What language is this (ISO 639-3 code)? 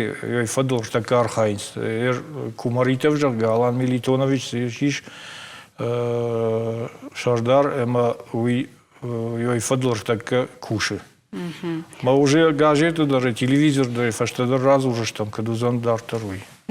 oss